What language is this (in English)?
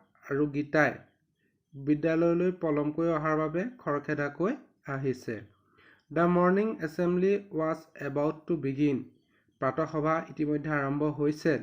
Assamese